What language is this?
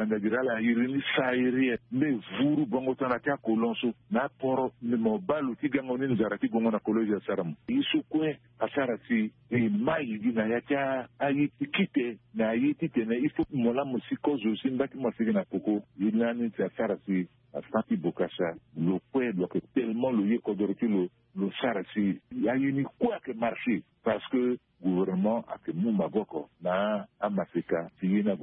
Sango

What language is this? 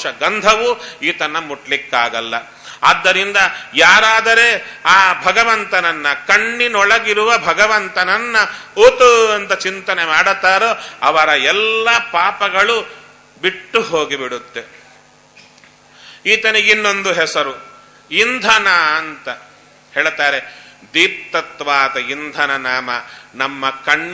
Kannada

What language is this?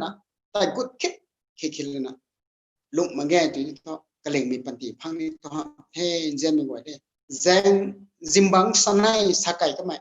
Rongmei Naga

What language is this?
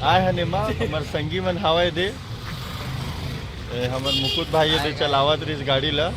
Chhattisgarhi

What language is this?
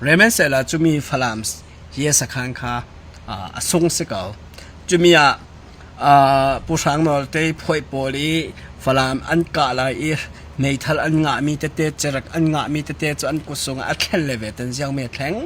Falam Chin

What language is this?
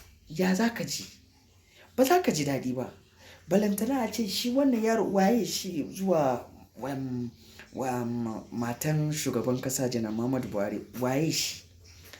Hausa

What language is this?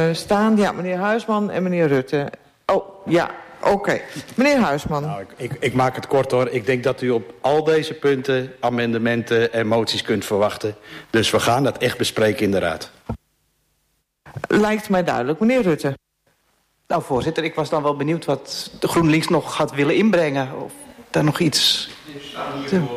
Dutch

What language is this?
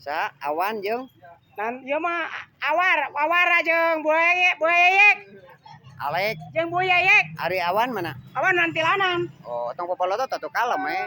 Sundanese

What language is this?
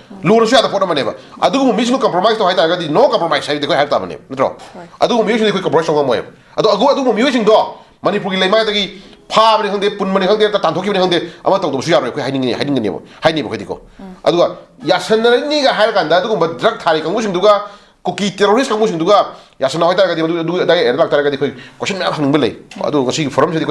Manipuri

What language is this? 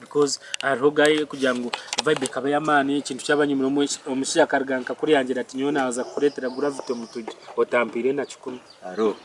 Nyankole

